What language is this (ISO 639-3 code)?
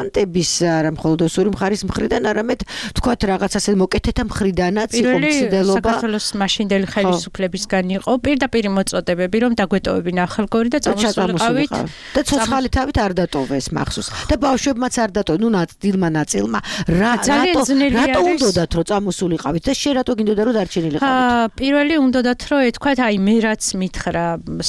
kat